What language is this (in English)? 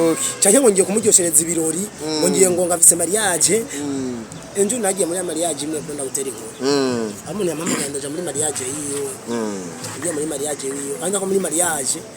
Rundi